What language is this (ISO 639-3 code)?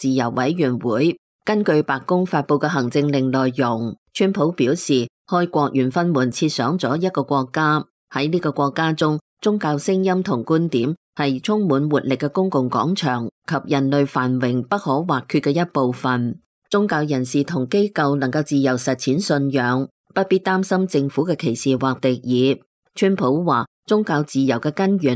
yue